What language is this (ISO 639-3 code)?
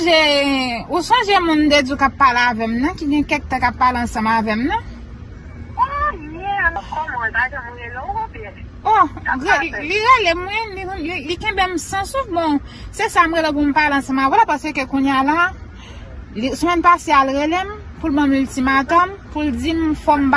hat